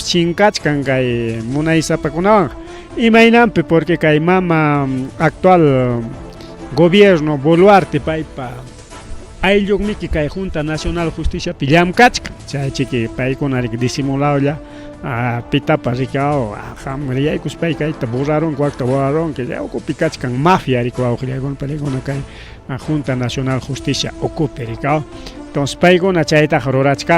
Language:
Ayacucho Quechua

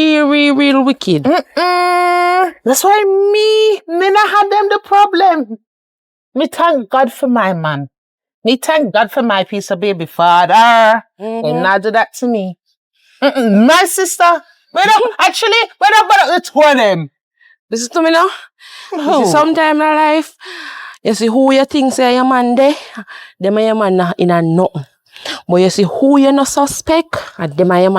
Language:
Jamaican Creole English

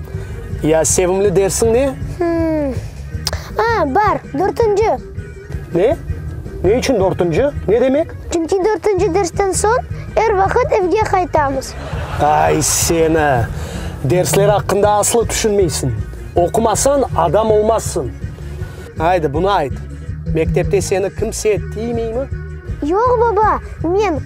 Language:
Crimean Tatar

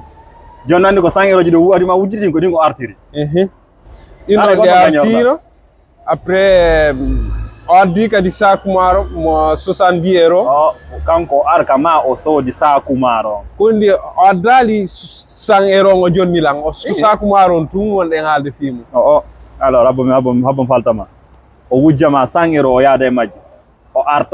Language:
Fula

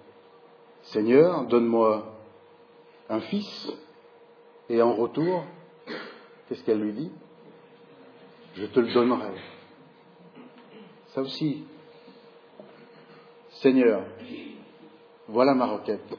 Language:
French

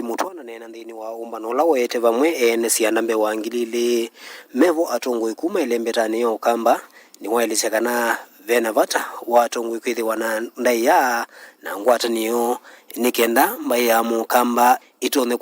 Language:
Kamba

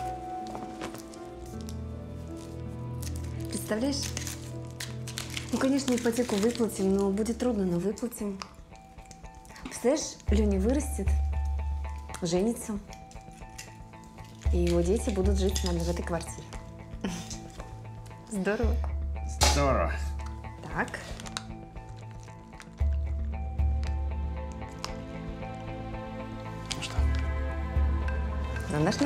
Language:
Russian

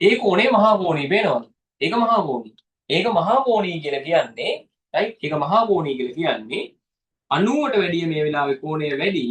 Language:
Sinhala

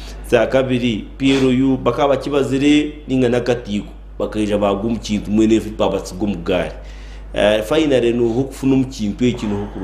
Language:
Nyankole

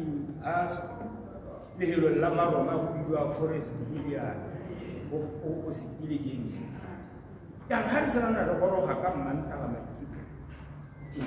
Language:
Tswana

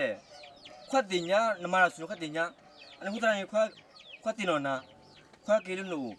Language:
S'gaw Karen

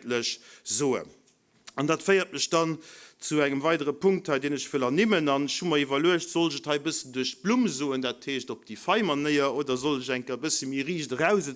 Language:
Luxembourgish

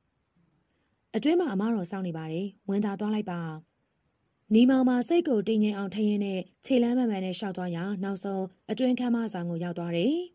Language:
Burmese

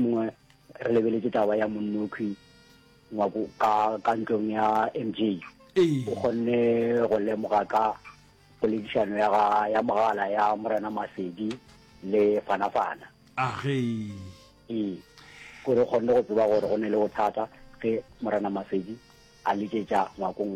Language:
Northern Sotho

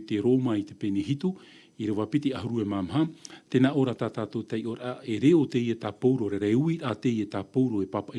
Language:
Tahitian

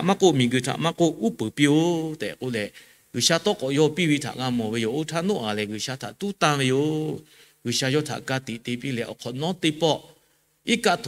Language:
Lahu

